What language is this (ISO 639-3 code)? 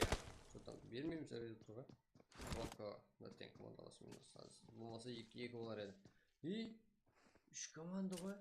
kaa